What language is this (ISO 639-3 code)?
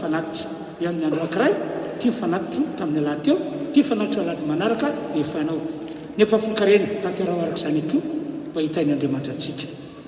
mlg